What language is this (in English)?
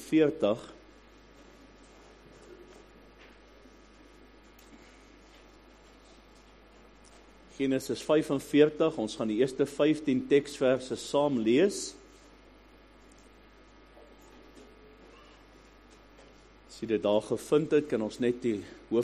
Afrikaans